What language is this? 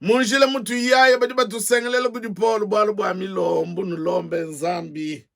Luba-Lulua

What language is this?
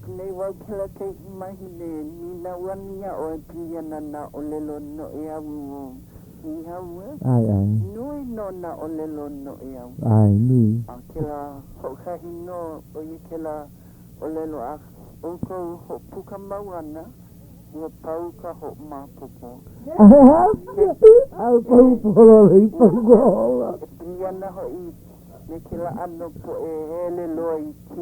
Hawaiian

